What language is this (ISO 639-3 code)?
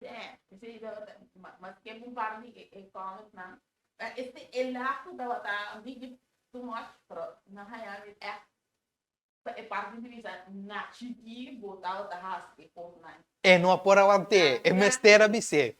pap